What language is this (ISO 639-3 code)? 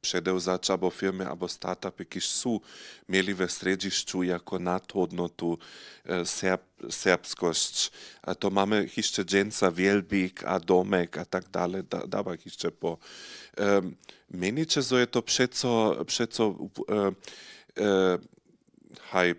hsb